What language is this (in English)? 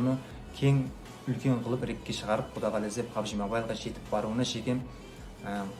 Kara-Kalpak